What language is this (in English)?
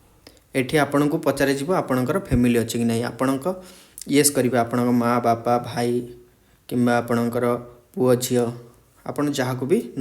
Odia